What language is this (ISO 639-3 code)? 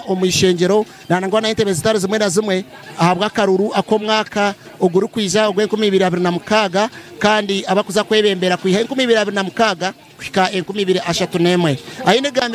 nyn